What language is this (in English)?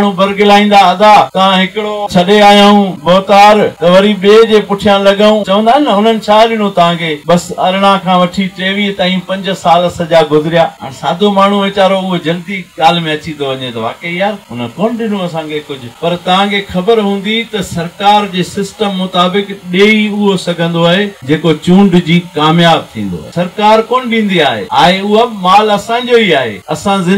Sindhi